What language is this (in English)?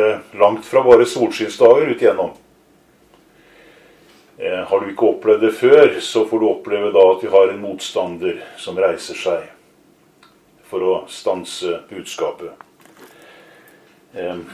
Norwegian